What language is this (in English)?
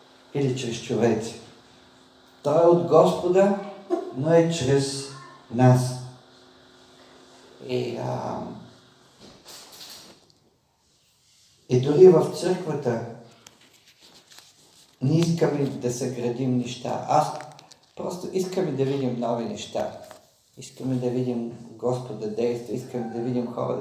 Bulgarian